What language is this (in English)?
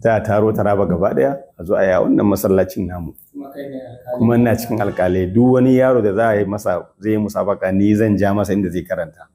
Hausa